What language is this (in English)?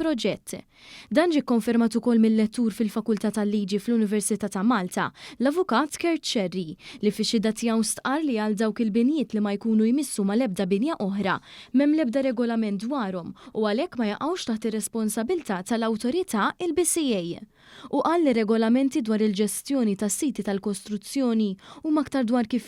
Maltese